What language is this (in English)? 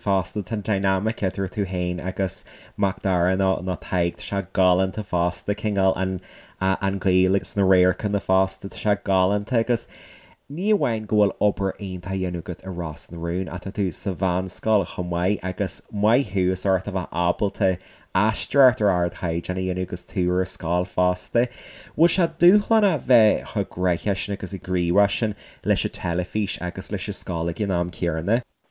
Irish